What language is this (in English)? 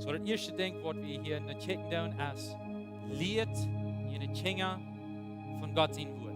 Plautdietsch